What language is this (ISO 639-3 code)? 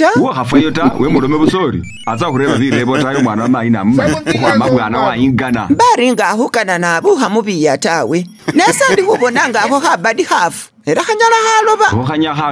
myx